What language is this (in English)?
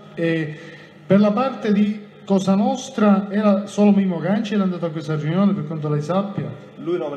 Italian